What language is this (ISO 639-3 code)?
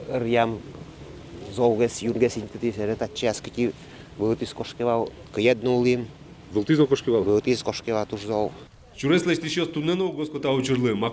udm